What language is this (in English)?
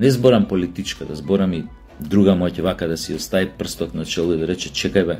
Macedonian